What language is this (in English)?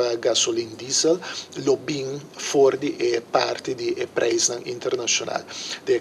Papiamento